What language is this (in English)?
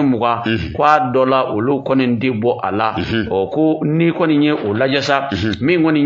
Bambara